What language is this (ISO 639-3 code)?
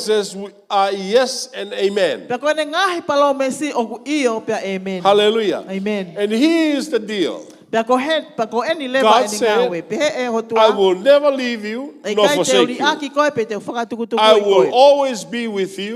ton